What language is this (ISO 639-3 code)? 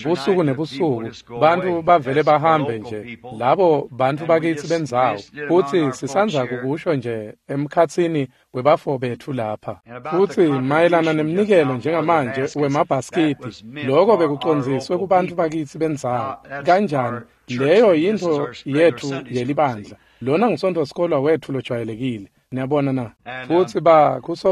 ssw